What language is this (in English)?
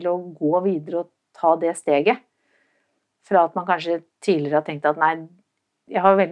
Norwegian